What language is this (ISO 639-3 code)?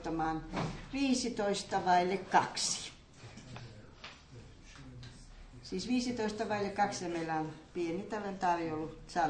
fin